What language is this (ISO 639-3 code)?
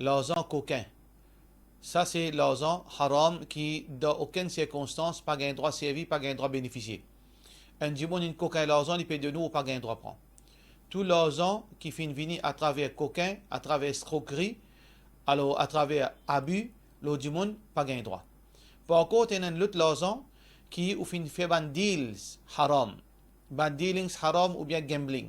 mfe